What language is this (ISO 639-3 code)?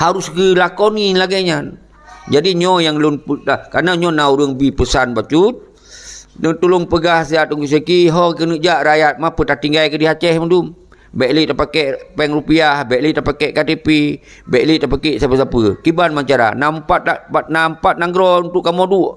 ace